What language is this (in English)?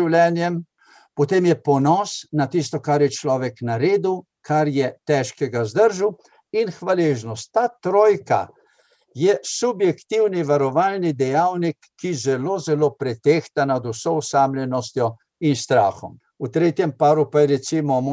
Slovenian